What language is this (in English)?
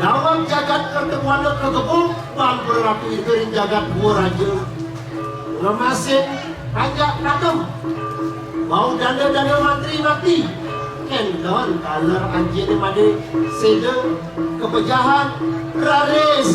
Balinese